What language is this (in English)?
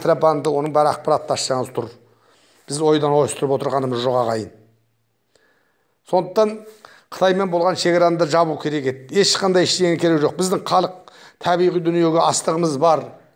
Kazakh